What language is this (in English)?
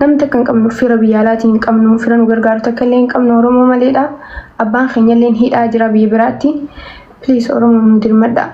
Oromo